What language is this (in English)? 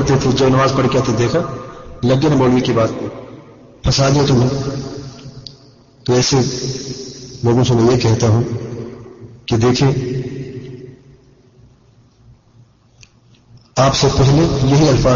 Urdu